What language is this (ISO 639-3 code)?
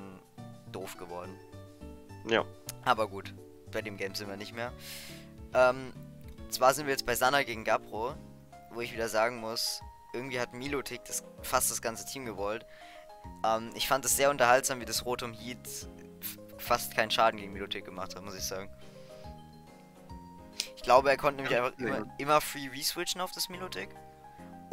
deu